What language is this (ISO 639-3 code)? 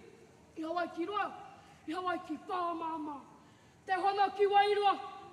mri